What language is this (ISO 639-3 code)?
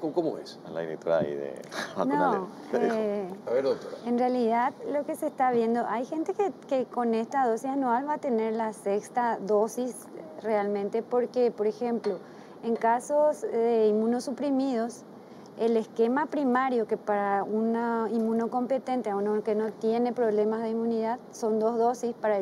spa